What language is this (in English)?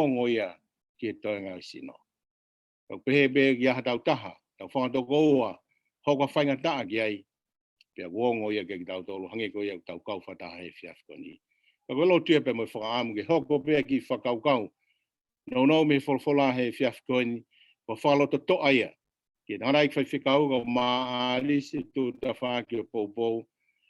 Tongan